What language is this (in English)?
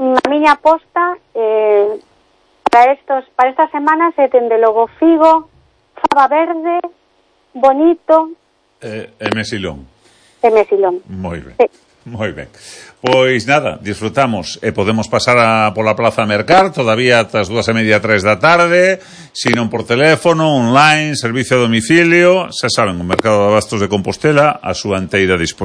Galician